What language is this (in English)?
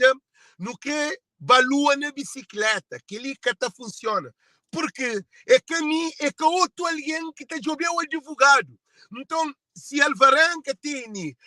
Kabuverdianu